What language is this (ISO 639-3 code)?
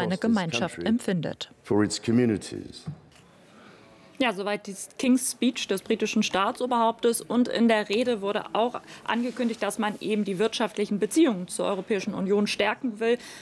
deu